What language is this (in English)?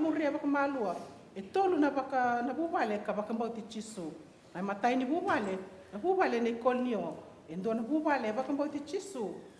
Fijian